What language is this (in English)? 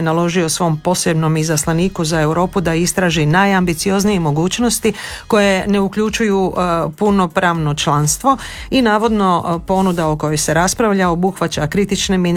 Croatian